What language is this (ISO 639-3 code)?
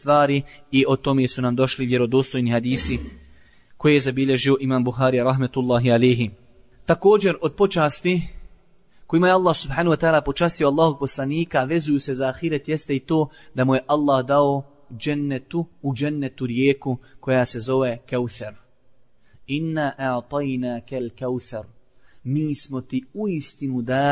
bos